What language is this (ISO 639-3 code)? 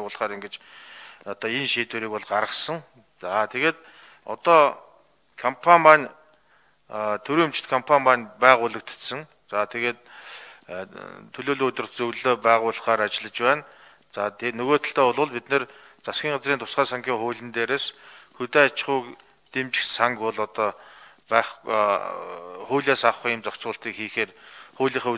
mon